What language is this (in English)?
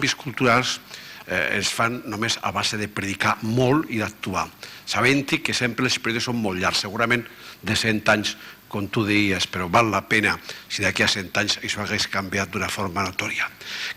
Catalan